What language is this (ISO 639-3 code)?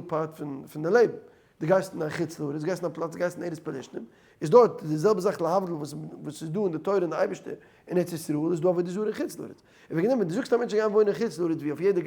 yid